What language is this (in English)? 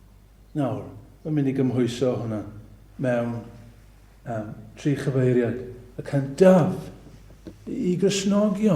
Welsh